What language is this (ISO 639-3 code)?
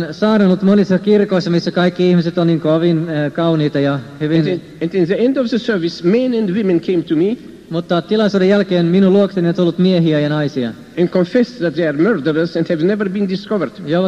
fin